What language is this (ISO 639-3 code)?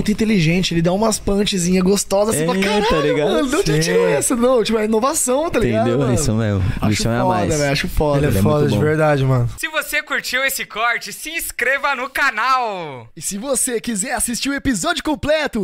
por